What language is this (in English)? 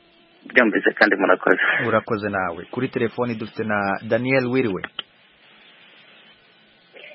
Kinyarwanda